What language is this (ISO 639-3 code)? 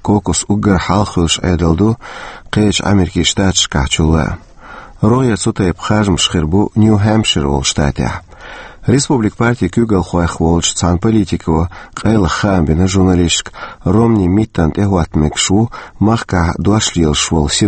che